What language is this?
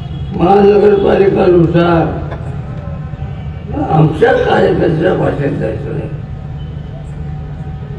Marathi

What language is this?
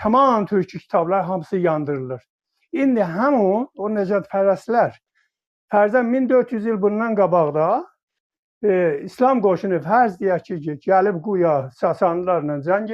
South Azerbaijani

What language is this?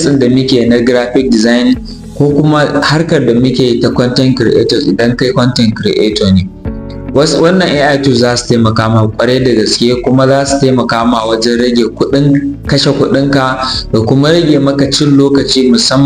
Hausa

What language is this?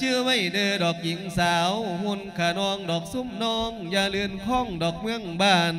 Lao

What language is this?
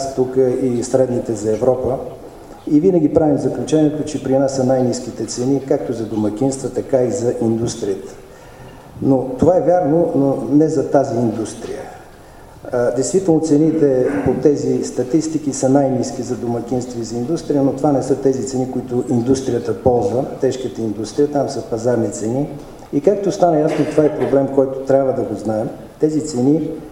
Bulgarian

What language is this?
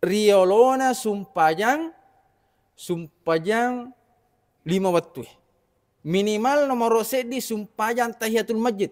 Buginese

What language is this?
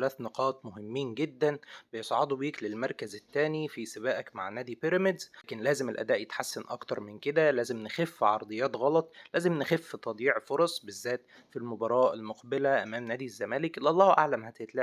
Egyptian Arabic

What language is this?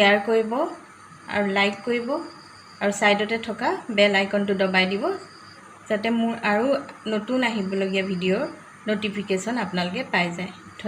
Assamese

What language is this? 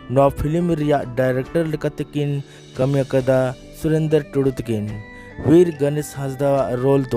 Santali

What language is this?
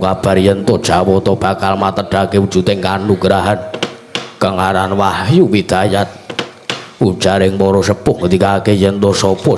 Javanese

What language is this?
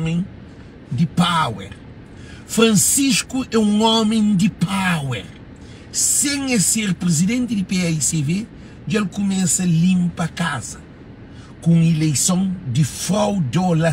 Kabuverdianu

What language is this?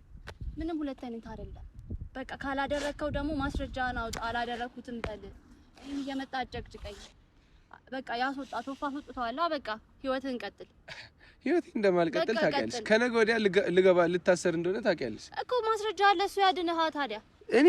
Amharic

